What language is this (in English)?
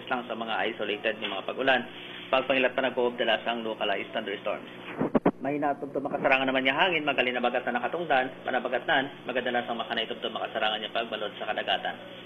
Hiligaynon